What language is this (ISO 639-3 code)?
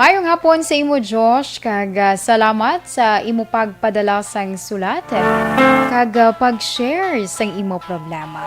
hil